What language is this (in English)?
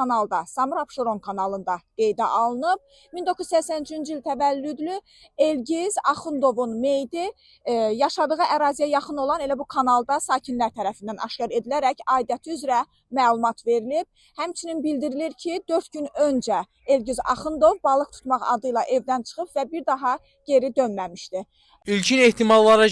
Azerbaijani